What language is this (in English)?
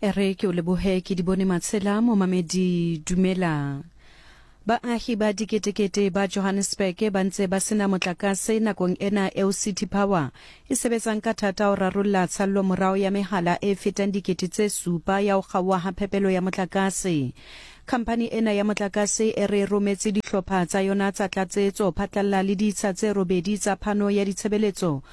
Southern Sotho